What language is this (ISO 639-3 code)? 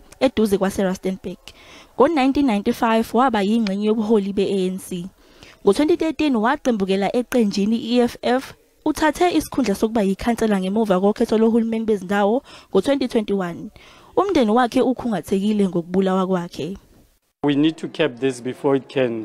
zul